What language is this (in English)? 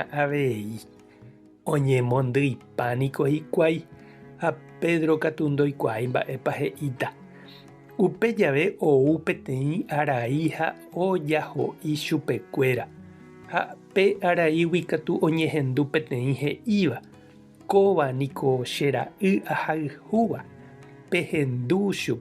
Guarani